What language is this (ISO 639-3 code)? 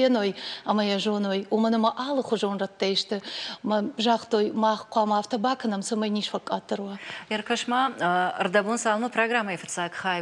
oss